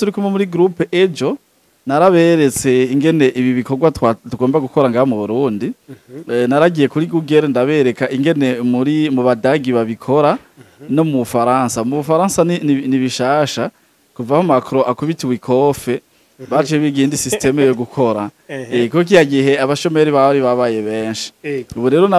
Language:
Rundi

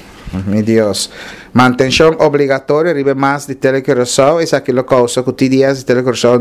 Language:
Papiamento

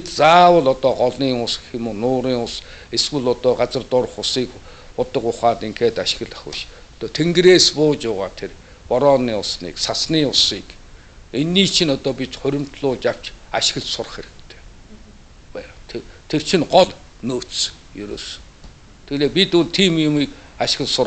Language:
Mongolian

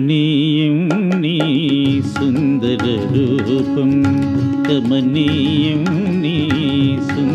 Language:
Telugu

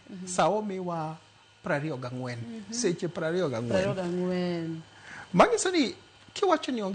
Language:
Luo (Kenya and Tanzania)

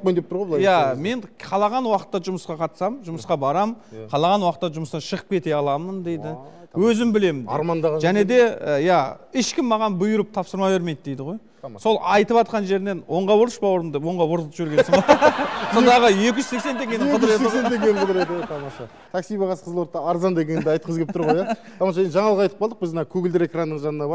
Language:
Kazakh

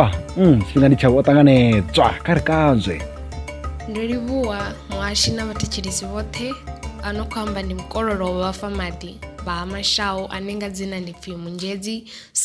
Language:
Venda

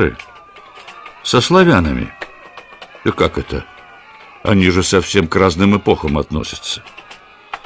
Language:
Russian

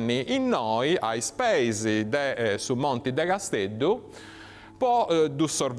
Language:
Sardinian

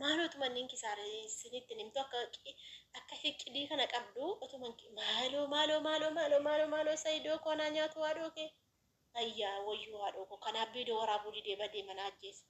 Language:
Oromo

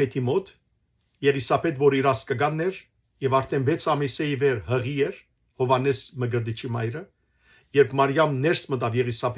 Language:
Western Armenian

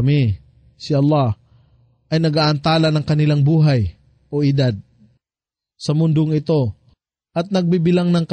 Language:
Filipino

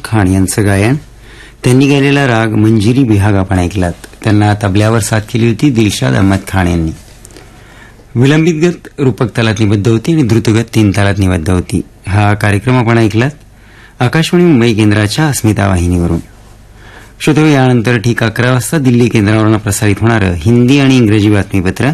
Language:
Marathi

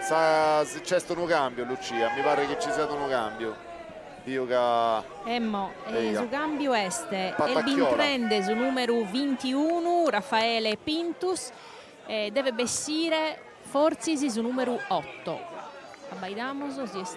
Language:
Sardinian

